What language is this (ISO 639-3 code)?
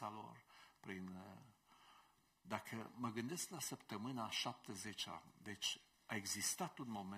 ron